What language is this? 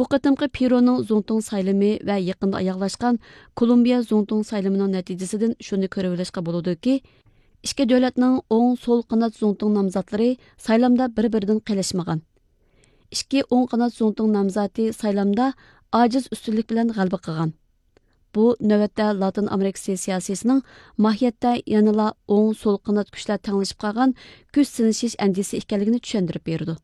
Uyghur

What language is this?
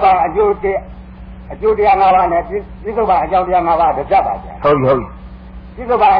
Burmese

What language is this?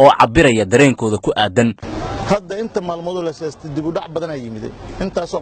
Somali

